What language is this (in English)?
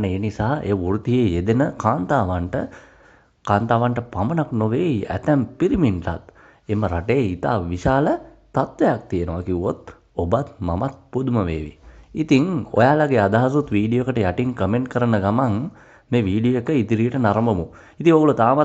Sinhala